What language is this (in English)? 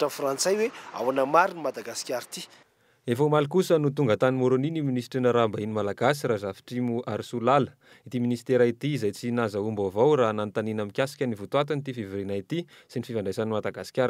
Malagasy